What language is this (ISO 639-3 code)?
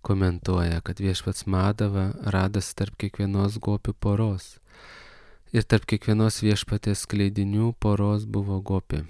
lit